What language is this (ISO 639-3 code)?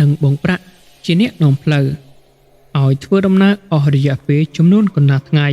khm